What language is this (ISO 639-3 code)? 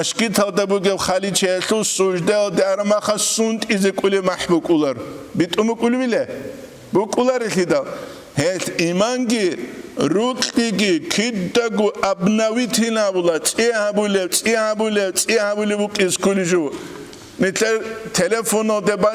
ava